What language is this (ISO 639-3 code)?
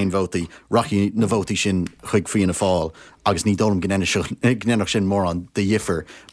gle